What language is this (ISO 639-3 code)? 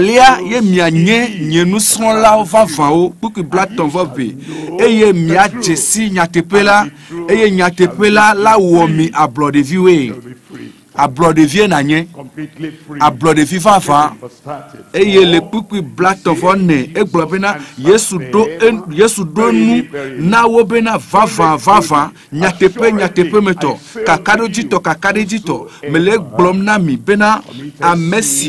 ewe